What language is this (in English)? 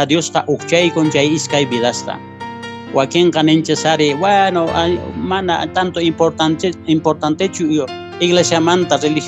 Quechua